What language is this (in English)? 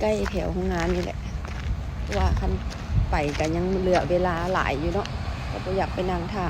Lao